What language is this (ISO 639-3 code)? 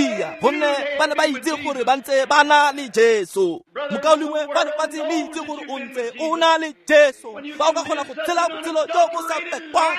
tsn